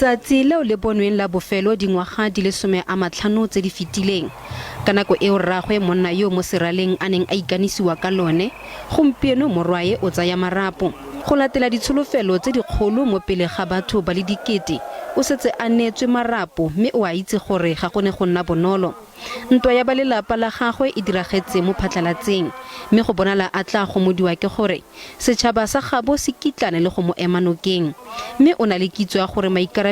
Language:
Tswana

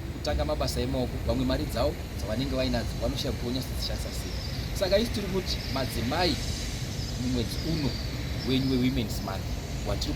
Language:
Shona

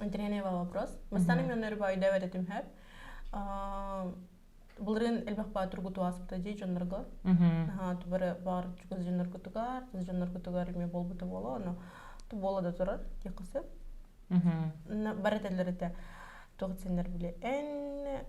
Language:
Yakut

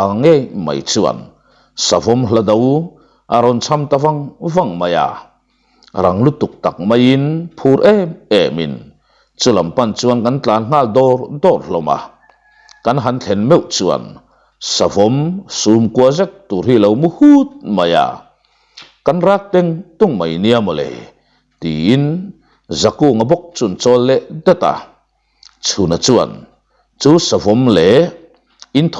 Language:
Mizo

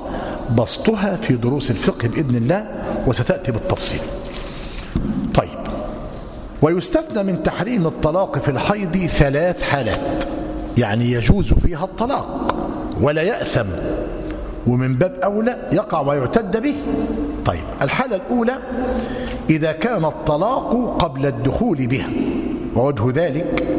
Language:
Arabic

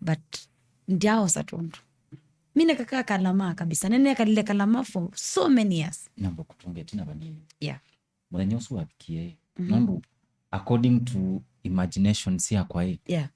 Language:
Kamba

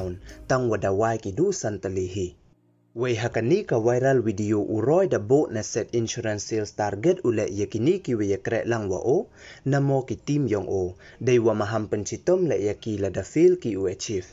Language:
Pnar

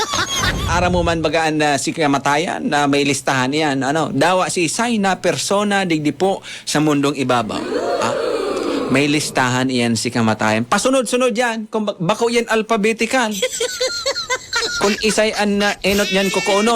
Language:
Bikol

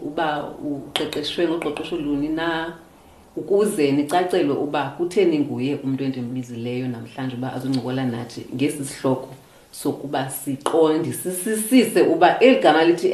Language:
Xhosa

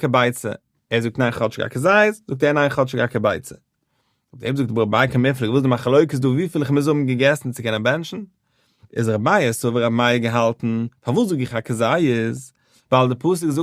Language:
Yiddish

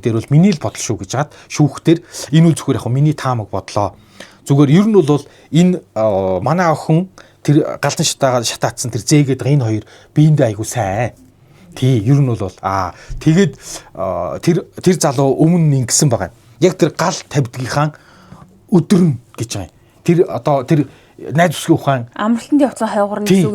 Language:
Mongolian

